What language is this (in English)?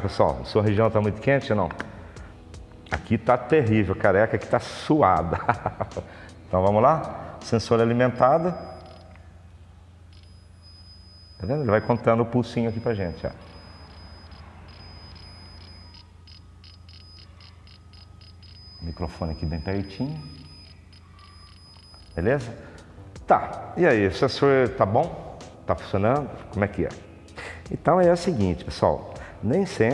Portuguese